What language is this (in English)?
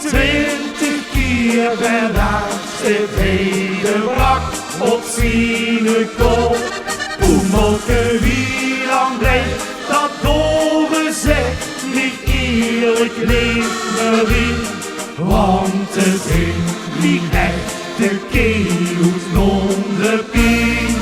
Limburgish